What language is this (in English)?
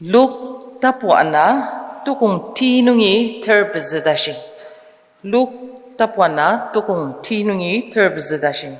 Ao Naga